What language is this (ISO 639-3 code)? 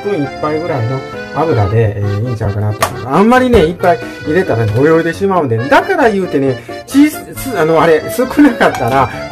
jpn